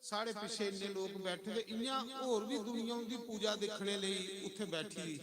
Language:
Dogri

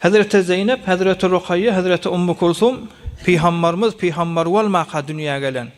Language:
Turkmen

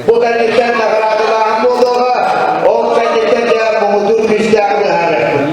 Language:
Yakut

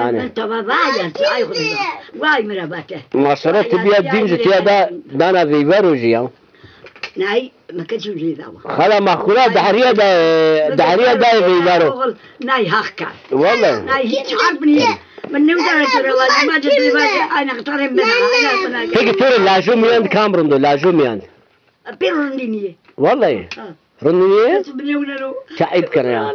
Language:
Zaza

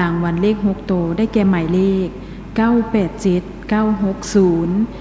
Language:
Lao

